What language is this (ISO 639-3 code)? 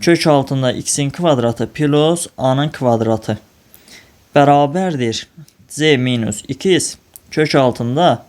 aze